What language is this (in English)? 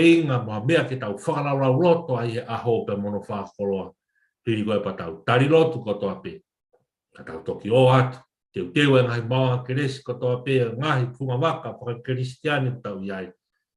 Tongan